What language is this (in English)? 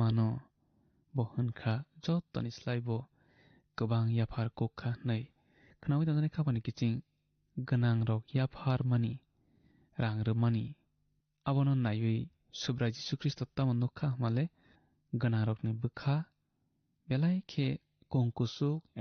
Kok Borok